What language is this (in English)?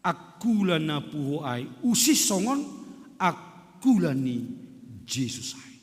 Batak Simalungun